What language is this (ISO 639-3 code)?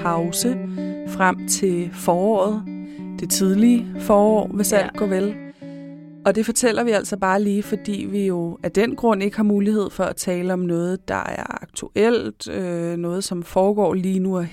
dan